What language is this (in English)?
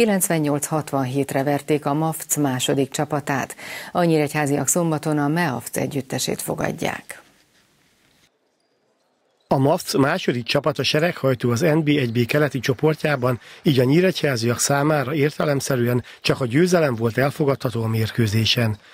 Hungarian